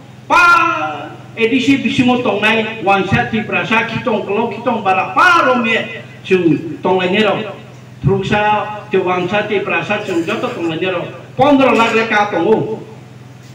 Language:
Riang (India)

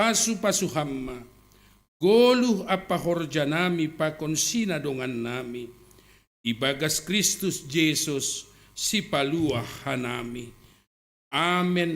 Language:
Batak Simalungun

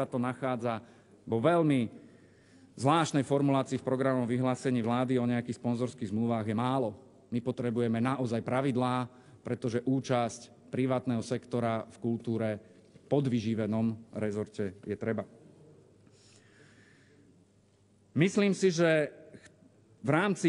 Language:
Slovak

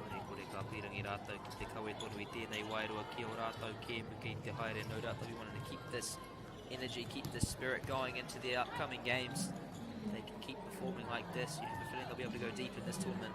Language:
Māori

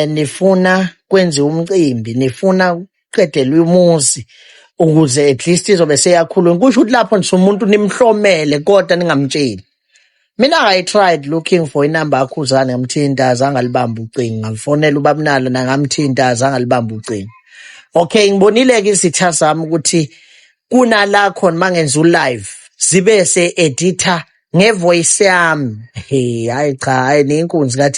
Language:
Zulu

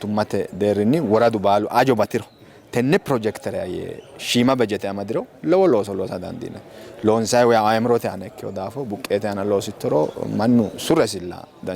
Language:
Sidamo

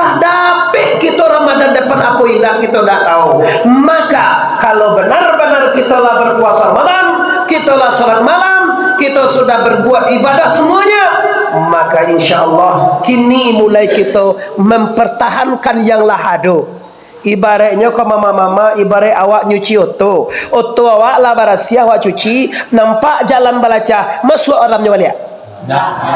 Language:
Minangkabau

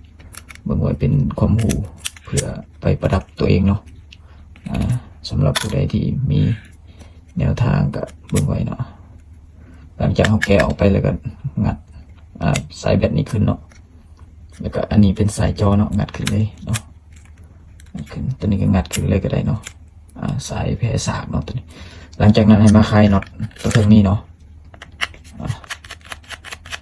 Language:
Lao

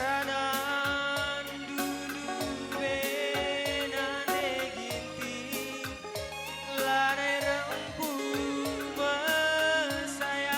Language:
Batak Karo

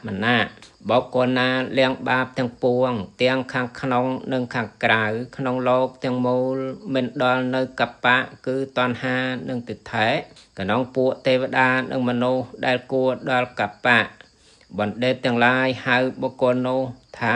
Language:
Khmer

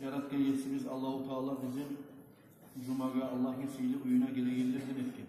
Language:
Kumyk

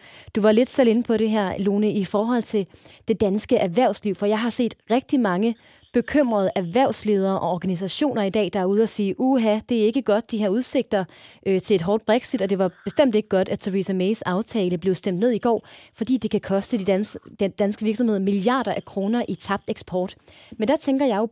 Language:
Danish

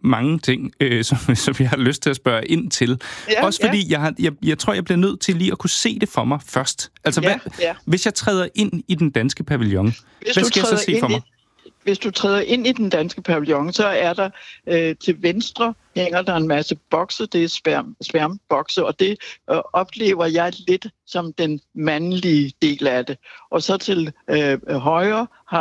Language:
Danish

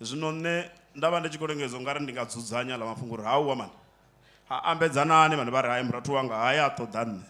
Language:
Venda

